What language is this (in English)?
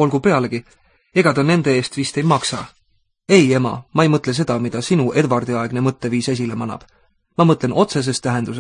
Estonian